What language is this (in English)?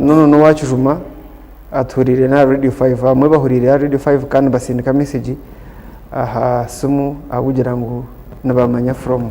Nyankole